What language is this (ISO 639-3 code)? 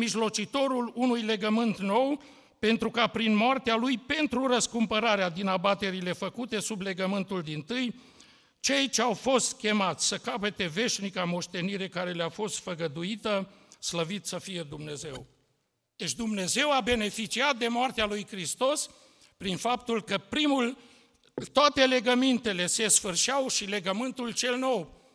ron